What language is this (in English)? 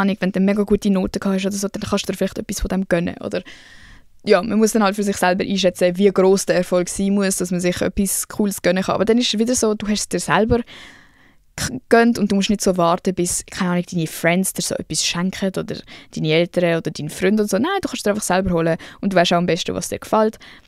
Swiss German